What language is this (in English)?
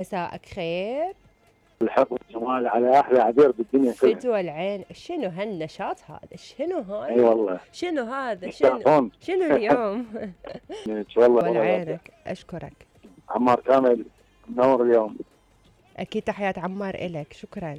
Mesopotamian Arabic